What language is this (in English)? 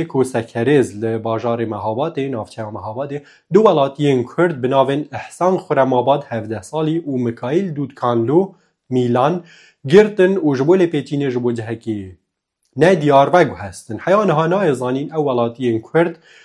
Kurdish